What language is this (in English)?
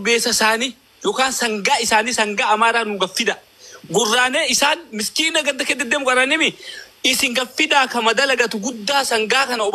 Oromo